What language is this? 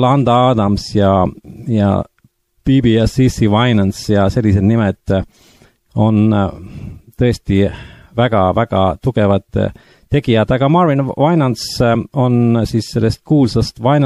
Estonian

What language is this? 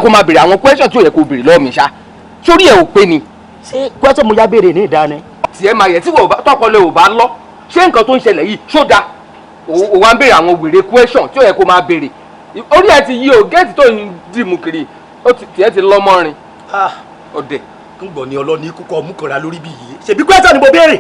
Yoruba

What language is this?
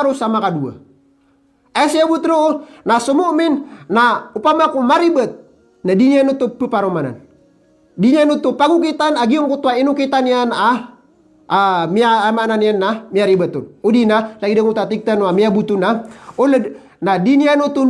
Maranao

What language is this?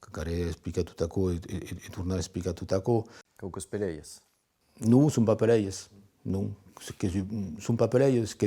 Occitan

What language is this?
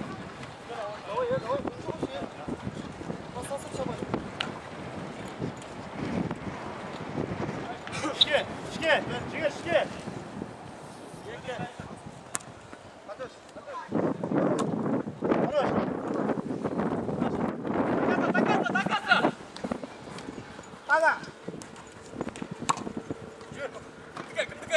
Kazakh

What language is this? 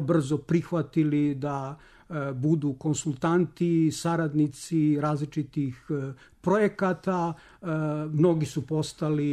Serbian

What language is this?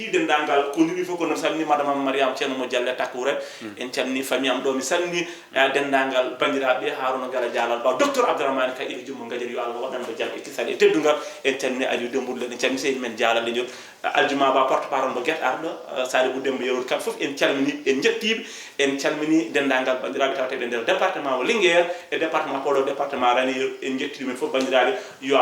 Fula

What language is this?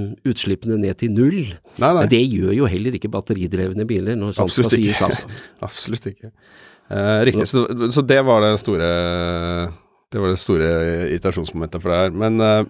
Norwegian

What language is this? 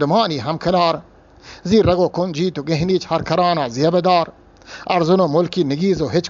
Eastern Balochi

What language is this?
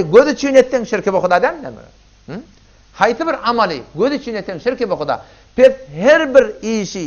Turkmen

